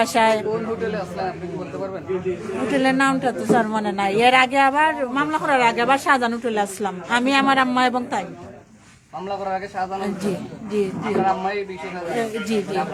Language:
Sylheti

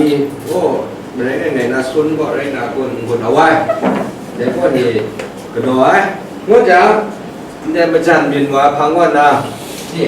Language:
Kachin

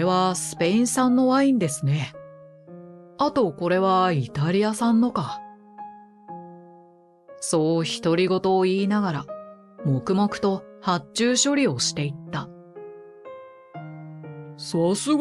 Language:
Japanese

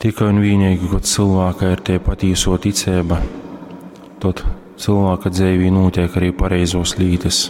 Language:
Latgalian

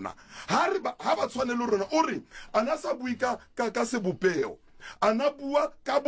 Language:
Southern Sotho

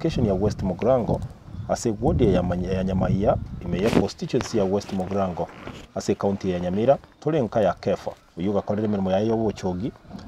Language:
Gusii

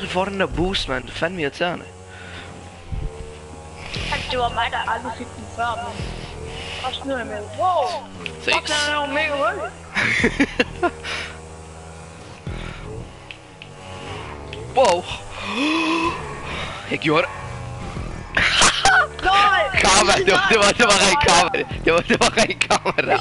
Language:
Danish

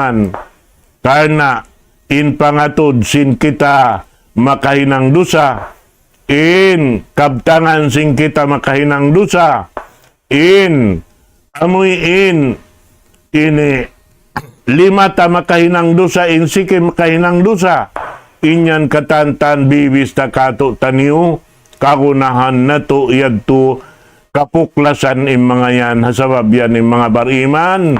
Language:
Tausug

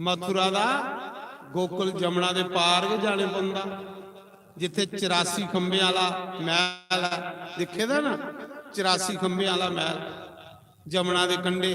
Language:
Dogri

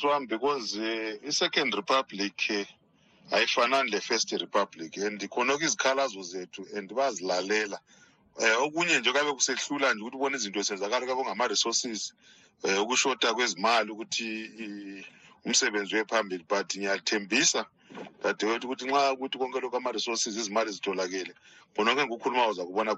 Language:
North Ndebele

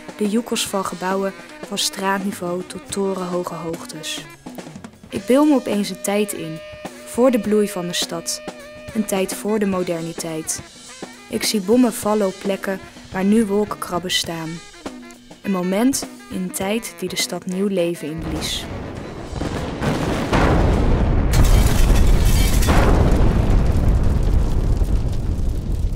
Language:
Dutch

